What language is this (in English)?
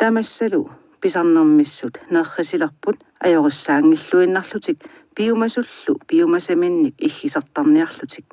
Kalaallisut